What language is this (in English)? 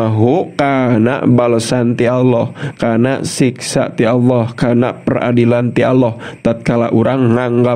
Sundanese